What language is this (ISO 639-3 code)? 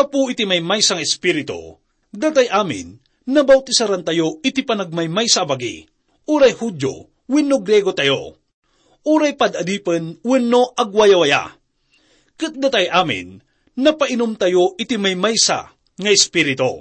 ilo